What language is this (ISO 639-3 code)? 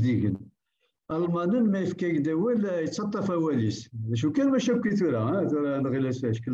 kab